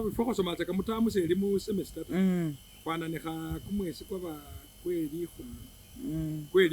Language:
Masaaba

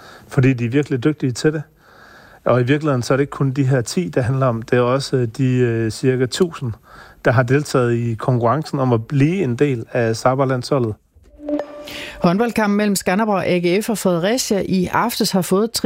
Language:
Danish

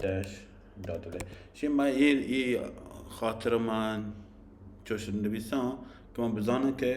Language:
Baluchi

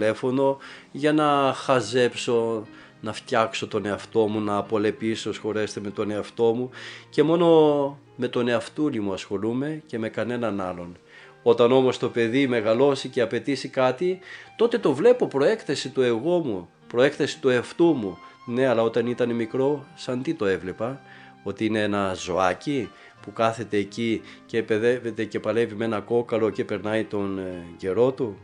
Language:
Greek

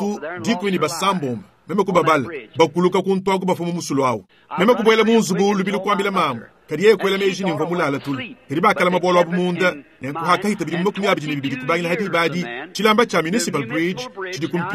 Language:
Luba-Lulua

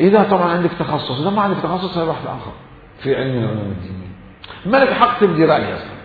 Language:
Mesopotamian Arabic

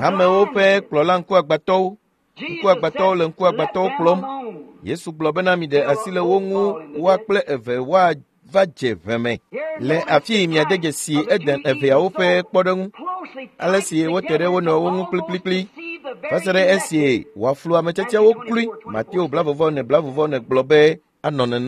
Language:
Ewe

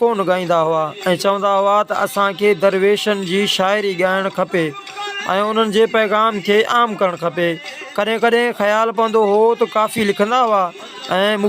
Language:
Sindhi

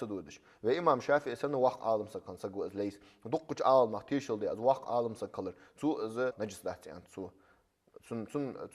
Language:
Ingush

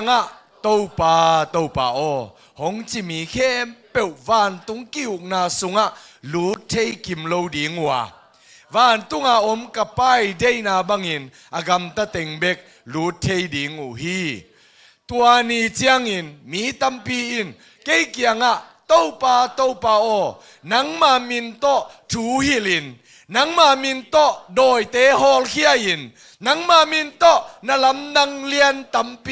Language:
Tedim Chin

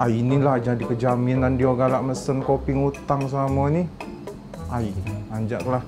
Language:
Musi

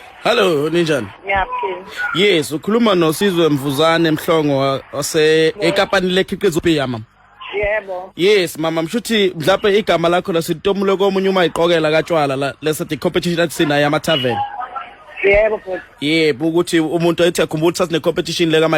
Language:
Zulu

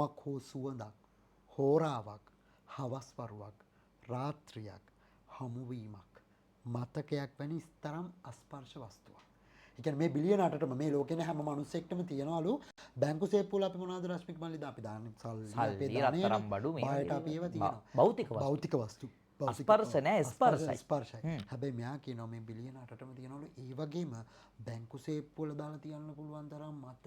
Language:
Sinhala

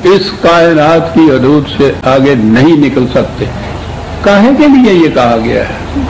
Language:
Urdu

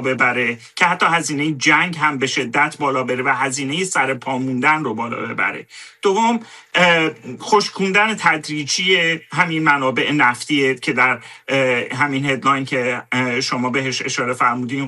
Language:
Persian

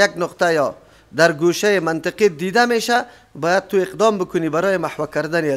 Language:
Persian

